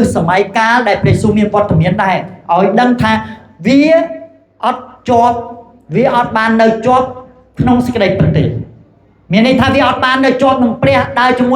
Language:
Khmer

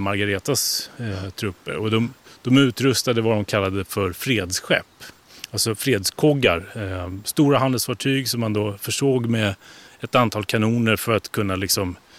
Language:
Swedish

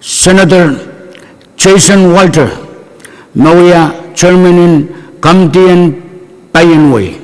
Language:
Pohnpeian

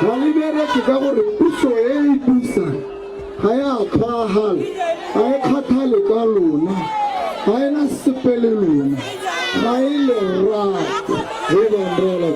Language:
Tswana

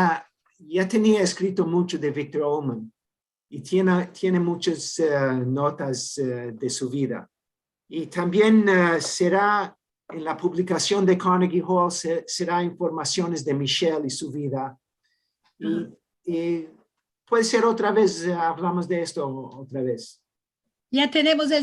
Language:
Ladino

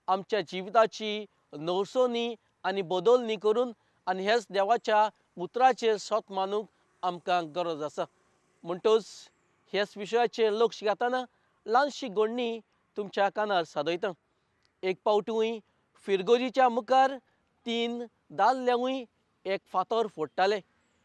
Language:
Konkani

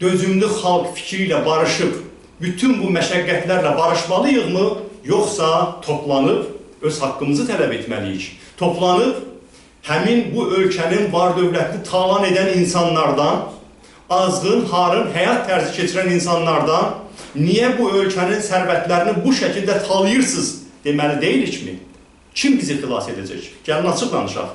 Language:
Azerbaijani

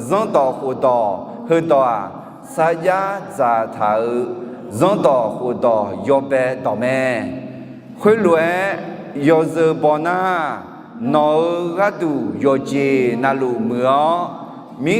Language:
Akha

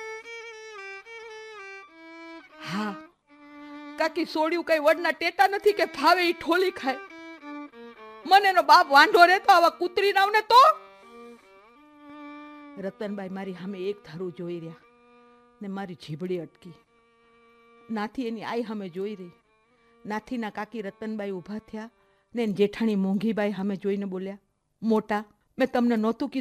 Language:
Gujarati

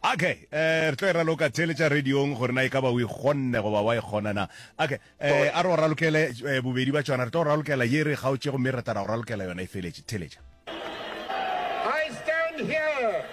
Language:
Northern Sotho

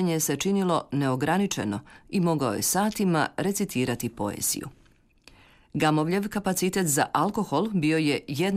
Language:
Croatian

